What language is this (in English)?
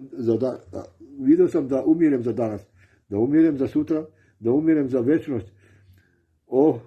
Balkan Romani